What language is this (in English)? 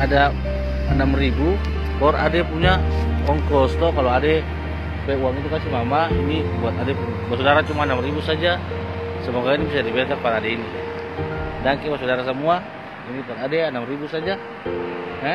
Ambonese Malay